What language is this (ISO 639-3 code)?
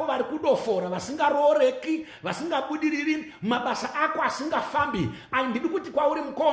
sna